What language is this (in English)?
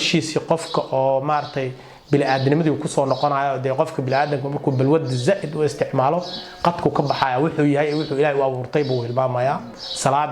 Somali